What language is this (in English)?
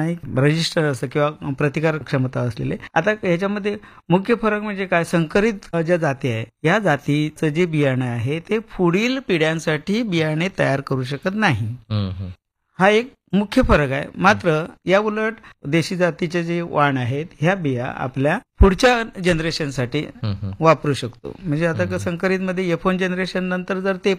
Marathi